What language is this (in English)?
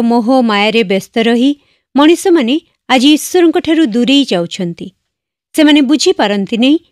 Odia